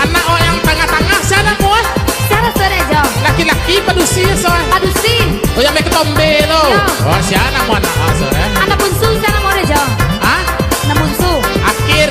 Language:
Minangkabau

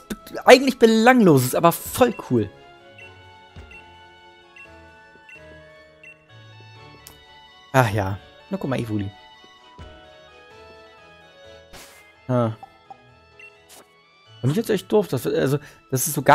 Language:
German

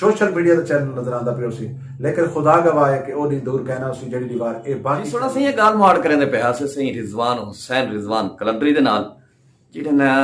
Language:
Saraiki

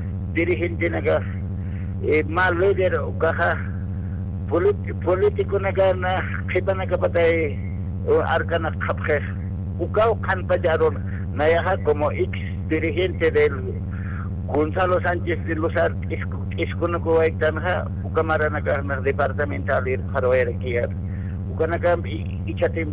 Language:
Aymara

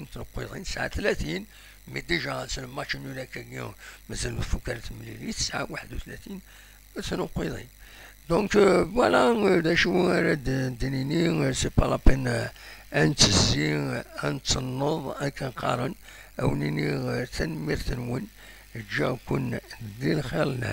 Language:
Kabyle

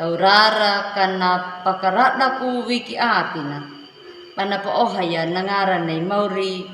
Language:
Anakalangu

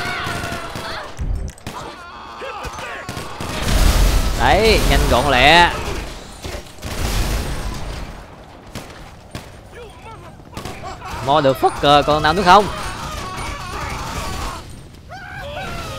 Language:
Vietnamese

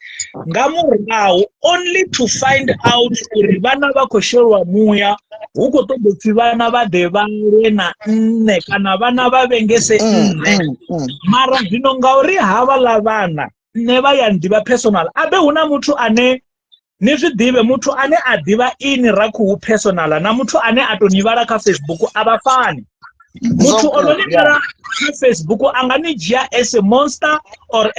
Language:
Venda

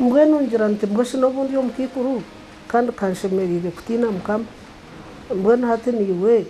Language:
Nyankole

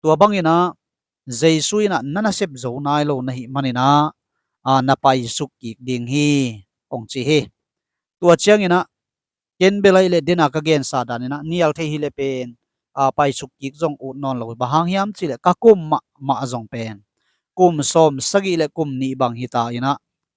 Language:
Tedim Chin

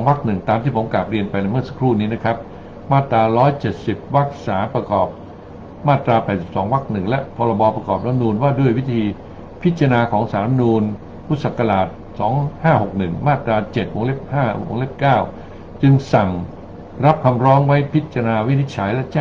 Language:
Thai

